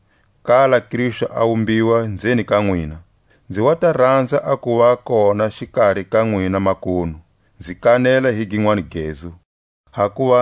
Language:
Tswa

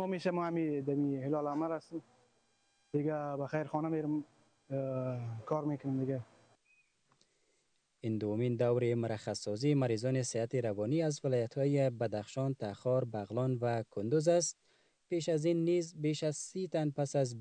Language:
Persian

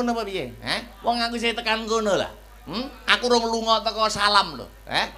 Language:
Javanese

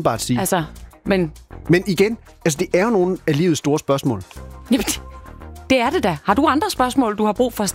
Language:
Danish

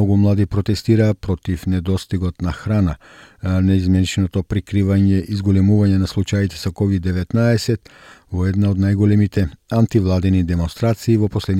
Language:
Macedonian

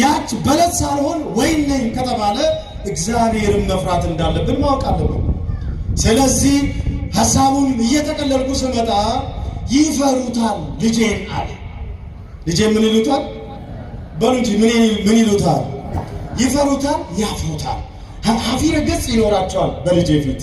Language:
Amharic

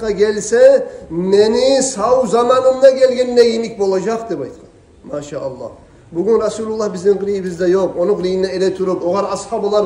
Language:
Kumyk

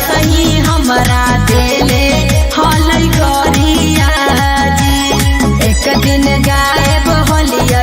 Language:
Magahi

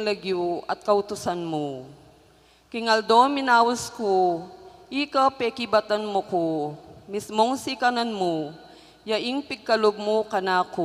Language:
Pampanga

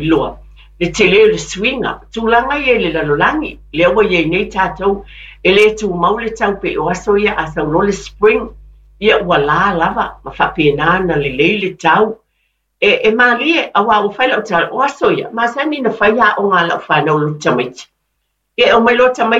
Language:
Samoan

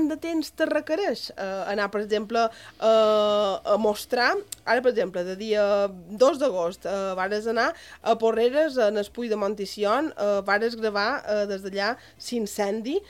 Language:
Catalan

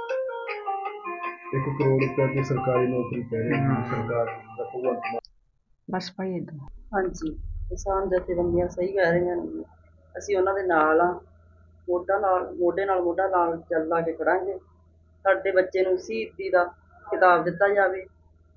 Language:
Punjabi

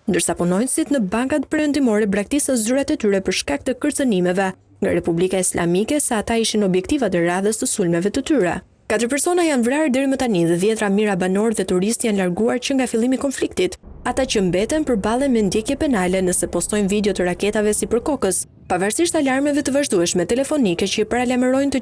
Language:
Albanian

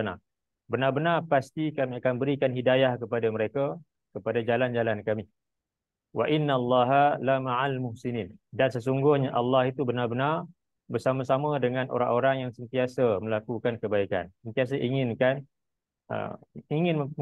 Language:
Malay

